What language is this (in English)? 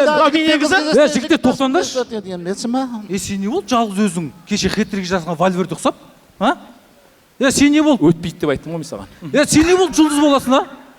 Kazakh